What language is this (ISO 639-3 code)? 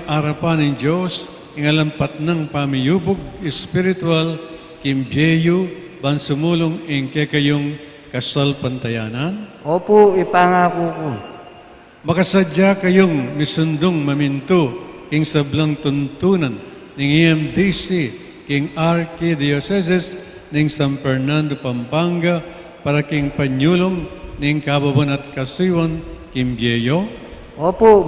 pam